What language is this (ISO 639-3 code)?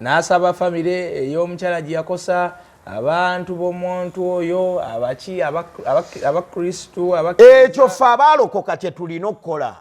lug